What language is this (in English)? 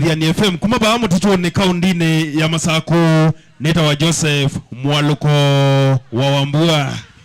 Kamba